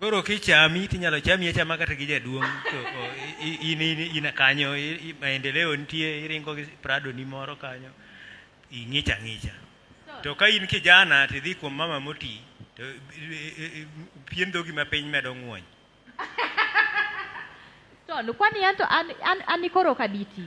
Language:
Luo (Kenya and Tanzania)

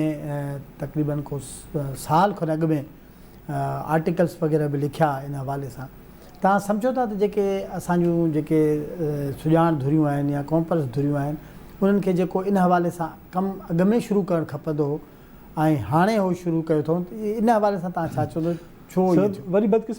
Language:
Sindhi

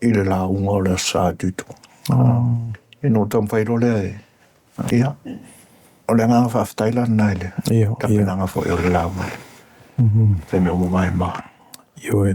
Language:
Samoan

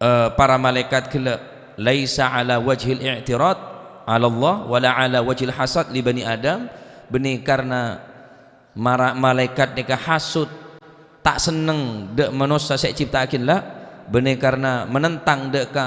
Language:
Madurese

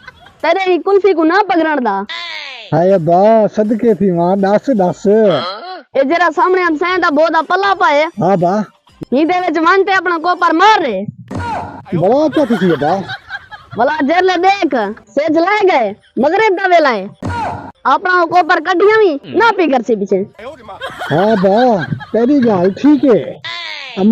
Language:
Saraiki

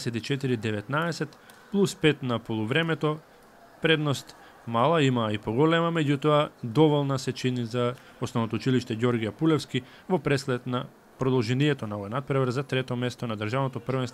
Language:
Macedonian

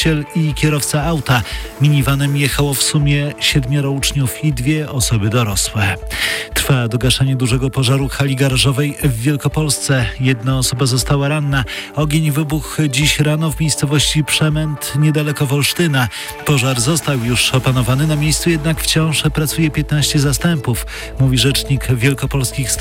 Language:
Polish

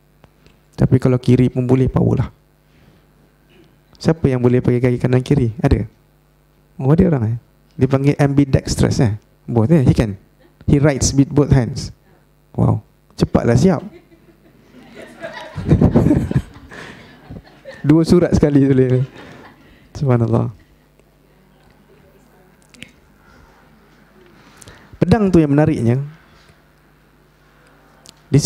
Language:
Malay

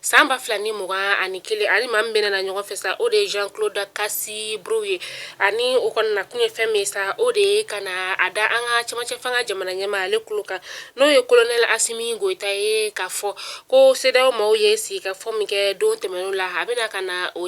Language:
Bambara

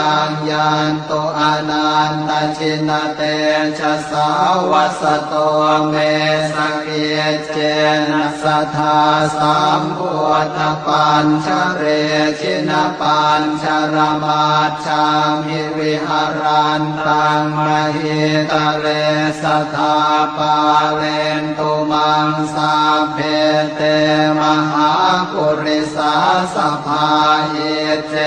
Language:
Pali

